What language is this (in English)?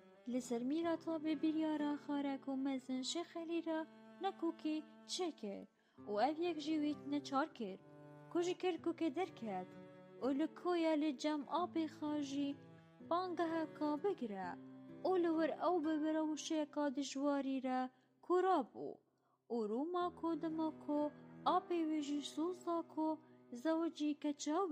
Kurdish